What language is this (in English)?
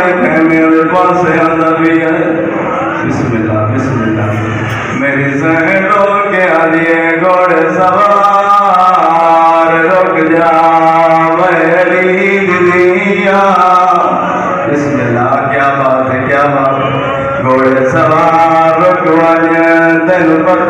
Saraiki